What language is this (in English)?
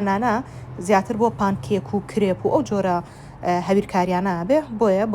Central Kurdish